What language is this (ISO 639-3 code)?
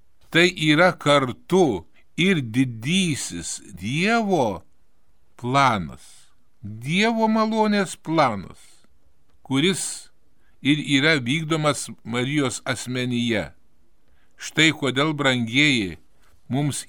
lit